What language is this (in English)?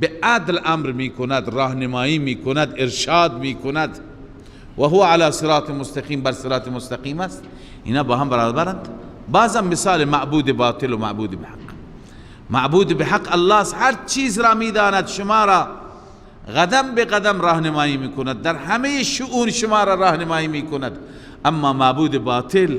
Persian